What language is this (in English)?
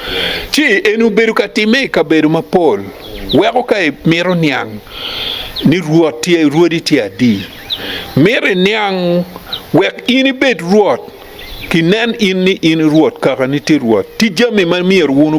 Acoli